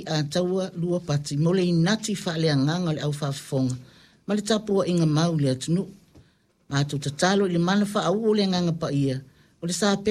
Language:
Samoan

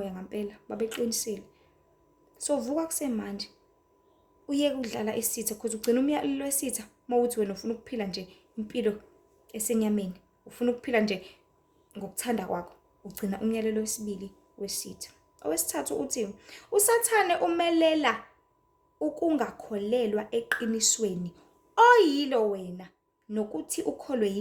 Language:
Zulu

